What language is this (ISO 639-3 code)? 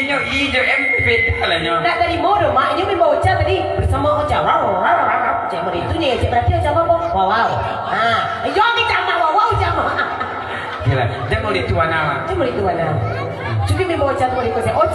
min